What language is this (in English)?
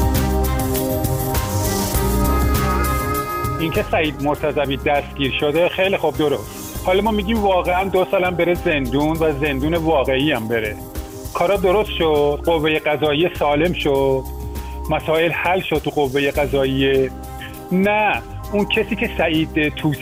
Persian